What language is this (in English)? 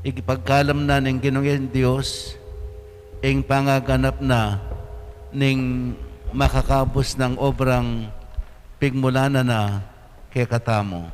Pampanga